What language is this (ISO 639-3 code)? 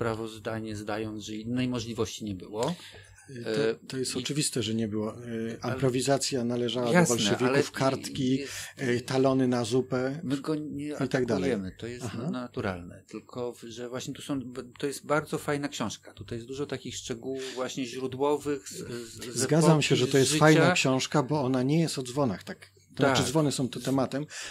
pol